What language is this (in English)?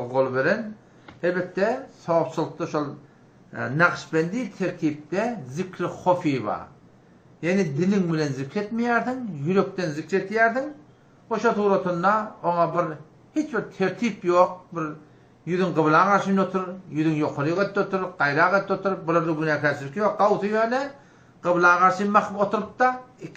Turkmen